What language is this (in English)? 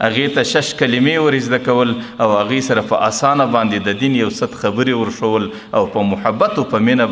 Pashto